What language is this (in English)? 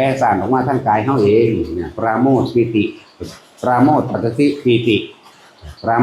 Northeastern Thai